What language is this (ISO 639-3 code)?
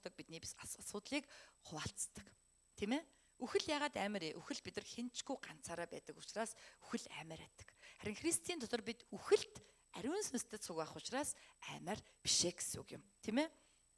mon